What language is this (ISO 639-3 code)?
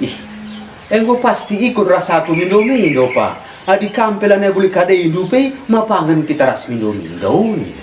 btx